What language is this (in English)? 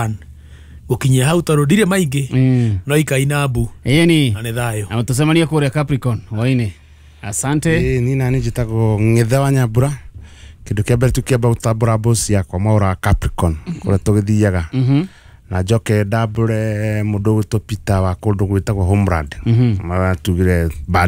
Kikuyu